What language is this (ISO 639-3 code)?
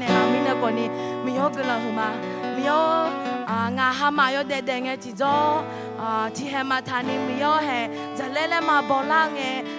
ahk